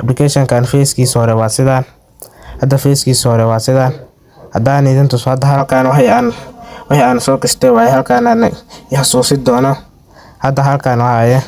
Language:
Somali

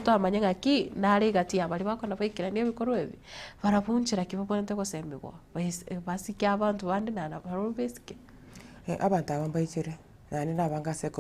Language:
Gusii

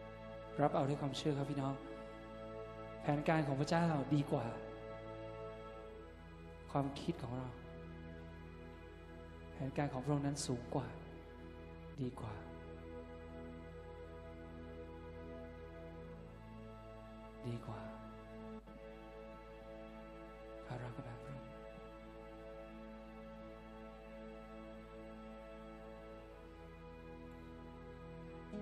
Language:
Thai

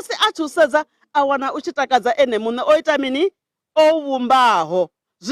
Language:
Venda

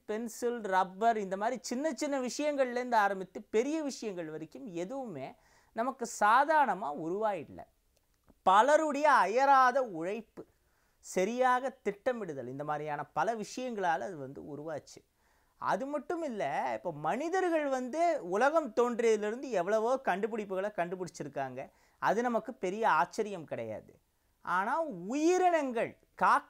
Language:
Tamil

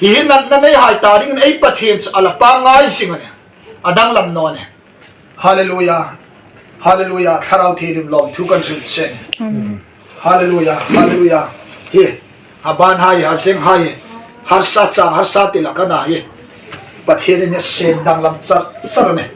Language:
Hmar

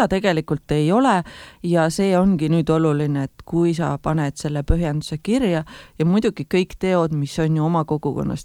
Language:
Estonian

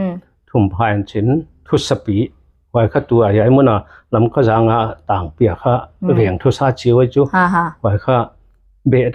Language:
Tedim Chin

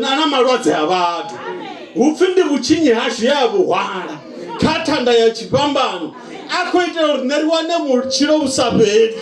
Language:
Venda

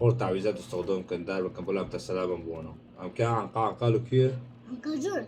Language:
Kurdish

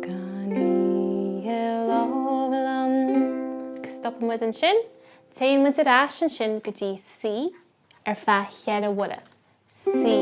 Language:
Irish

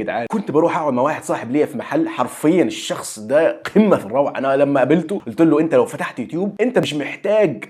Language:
Egyptian Arabic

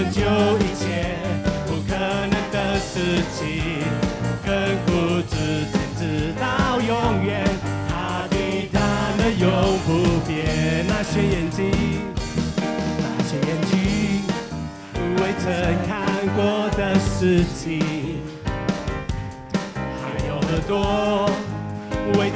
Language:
Chinese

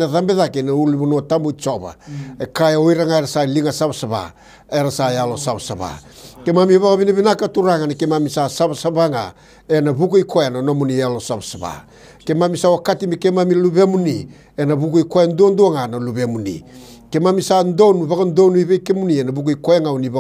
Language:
Fijian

